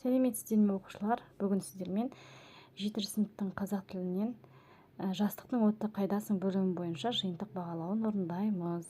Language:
Kazakh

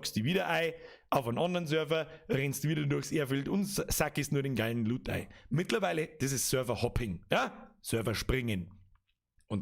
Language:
Bavarian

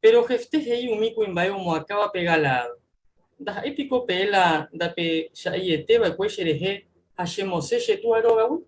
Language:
Guarani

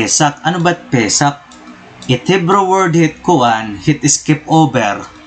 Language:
Waray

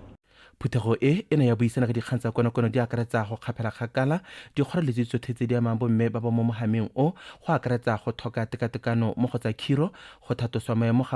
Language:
Tswana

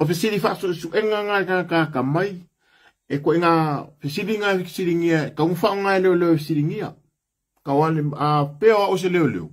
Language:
Samoan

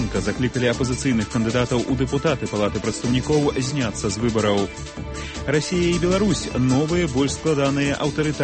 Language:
Belarusian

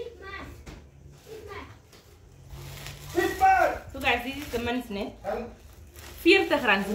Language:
Afrikaans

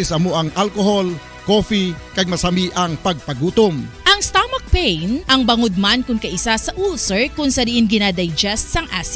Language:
Hiligaynon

